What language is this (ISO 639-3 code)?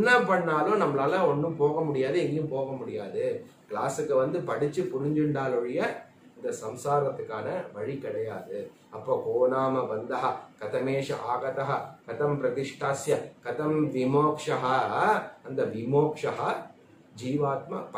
tam